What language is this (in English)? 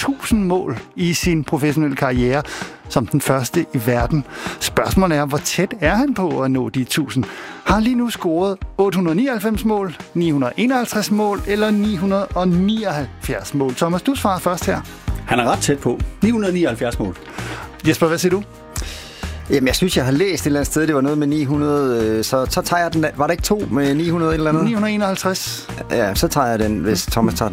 Danish